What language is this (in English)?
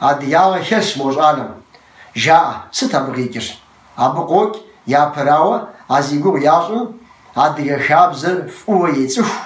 Kabardian